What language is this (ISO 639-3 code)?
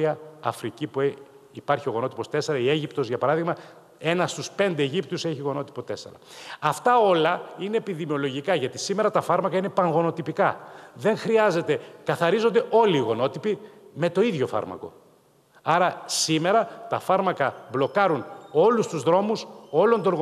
ell